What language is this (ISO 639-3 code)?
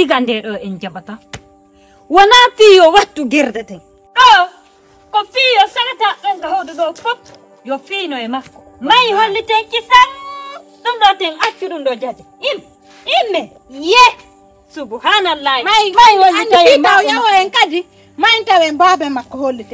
ful